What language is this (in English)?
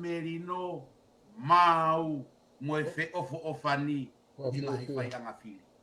Tongan